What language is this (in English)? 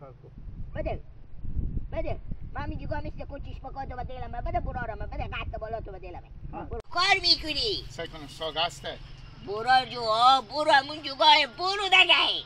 Hazaragi